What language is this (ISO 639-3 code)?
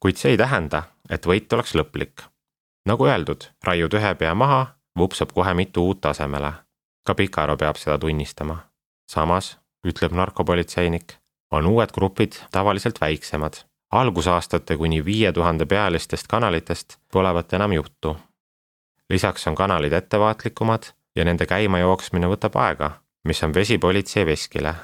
est